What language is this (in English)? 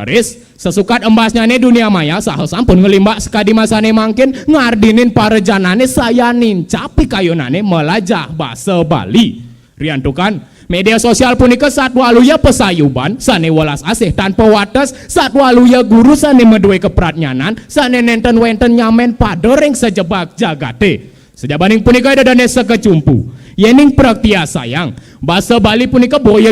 Balinese